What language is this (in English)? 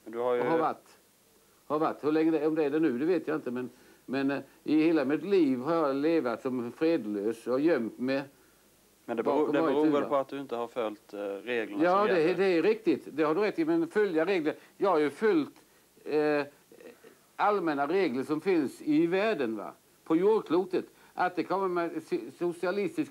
Swedish